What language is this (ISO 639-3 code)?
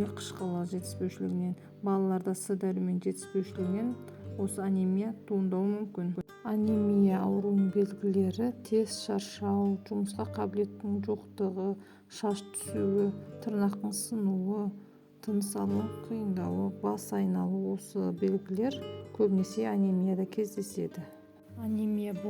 kaz